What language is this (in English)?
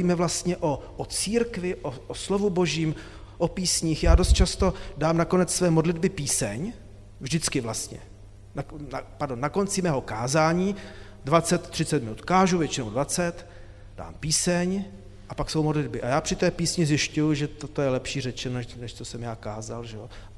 Czech